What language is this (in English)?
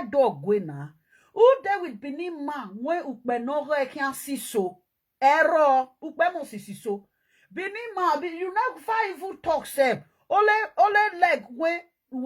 Nigerian Pidgin